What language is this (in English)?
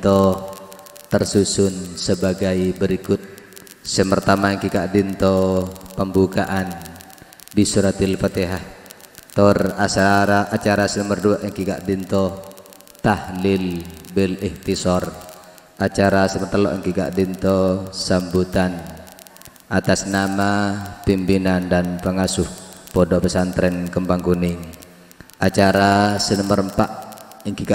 Madurese